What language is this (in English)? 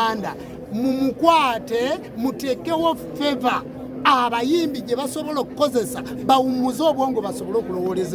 Ganda